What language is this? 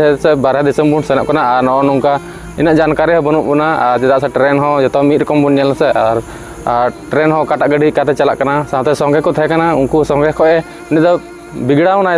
Santali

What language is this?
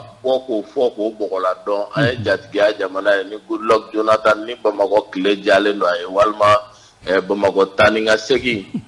Bambara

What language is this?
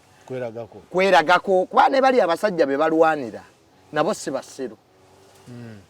Ganda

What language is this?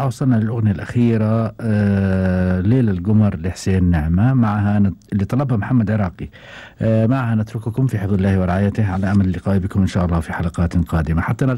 Gulf Arabic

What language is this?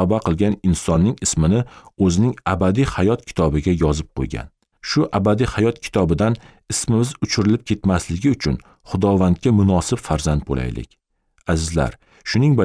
Uzbek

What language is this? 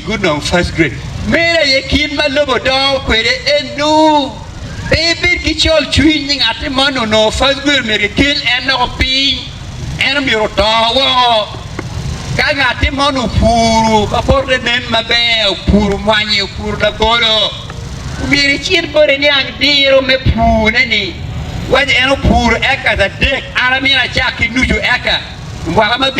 Acoli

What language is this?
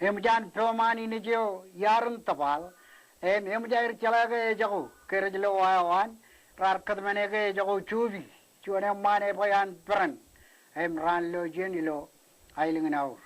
Marshallese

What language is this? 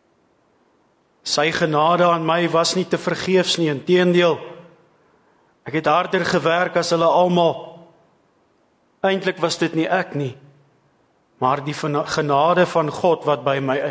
Afrikaans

